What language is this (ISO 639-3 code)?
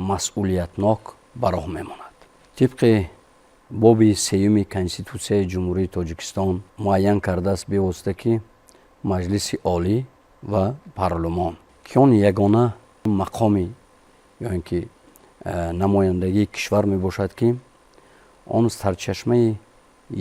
tgk